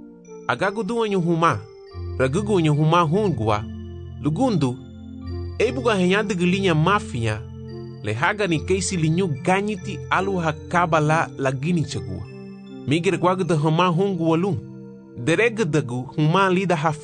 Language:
Garifuna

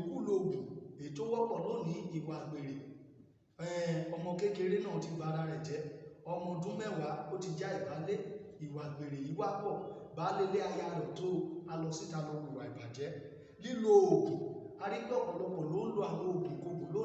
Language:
Yoruba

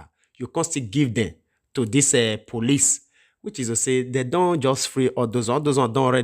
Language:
Nigerian Pidgin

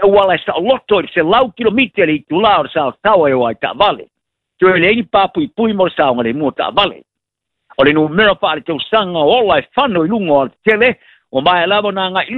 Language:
Samoan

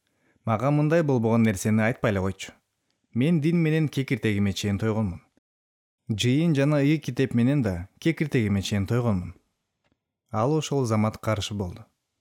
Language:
Kyrgyz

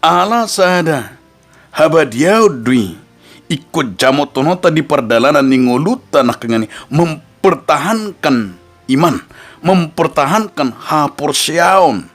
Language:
Batak Toba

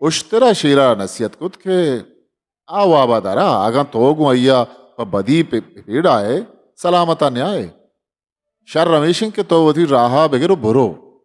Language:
Eastern Balochi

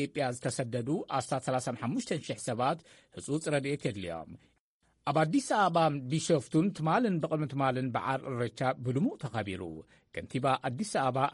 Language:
Tigrinya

